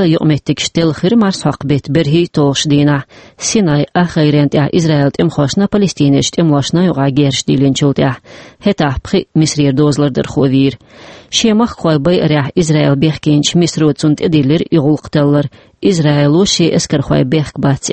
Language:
Chechen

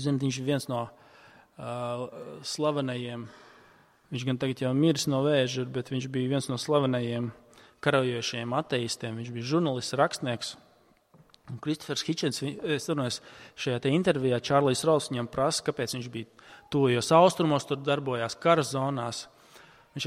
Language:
Latvian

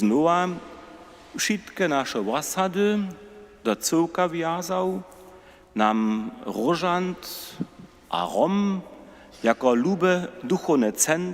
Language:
Upper Sorbian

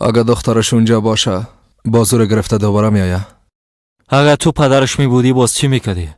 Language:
Persian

